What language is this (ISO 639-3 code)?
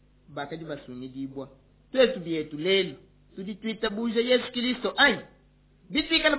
lua